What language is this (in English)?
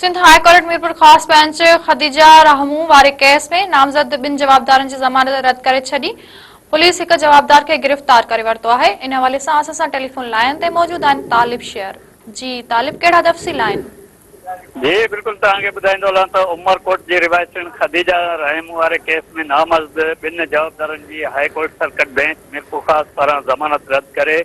Sindhi